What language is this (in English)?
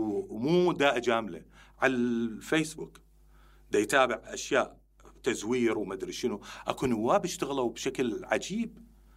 Mesopotamian Arabic